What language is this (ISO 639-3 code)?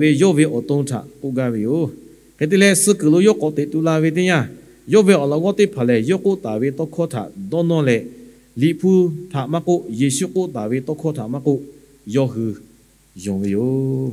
lhu